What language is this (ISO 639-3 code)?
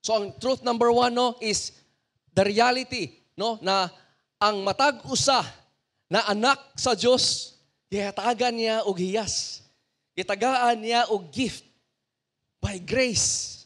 ceb